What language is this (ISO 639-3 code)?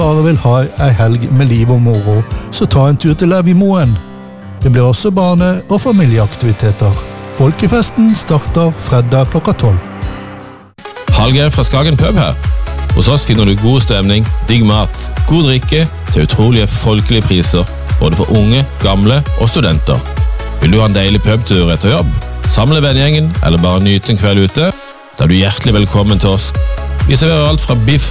nor